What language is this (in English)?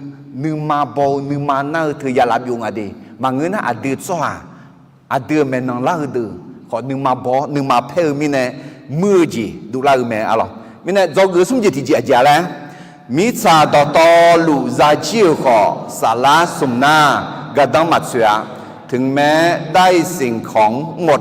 Akha